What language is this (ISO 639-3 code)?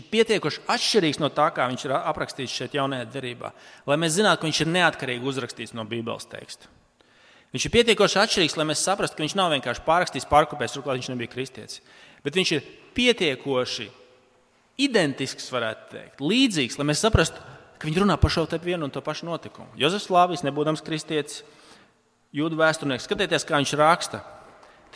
lav